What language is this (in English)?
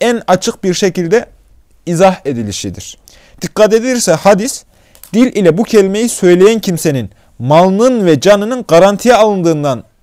Turkish